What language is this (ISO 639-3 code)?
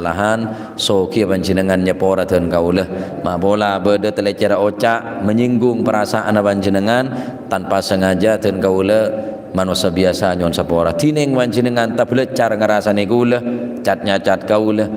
mad